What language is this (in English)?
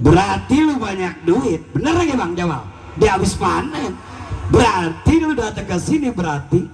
Betawi